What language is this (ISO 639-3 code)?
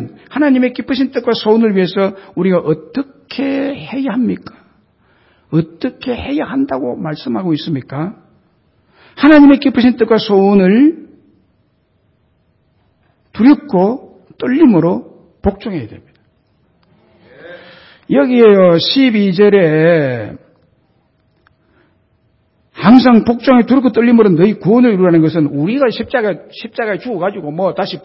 kor